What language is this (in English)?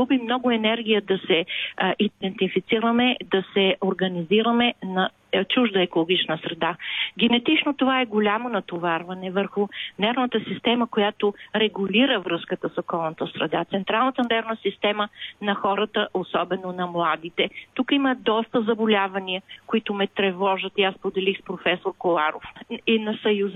Bulgarian